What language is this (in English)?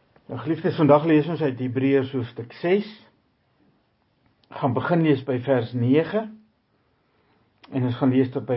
Afrikaans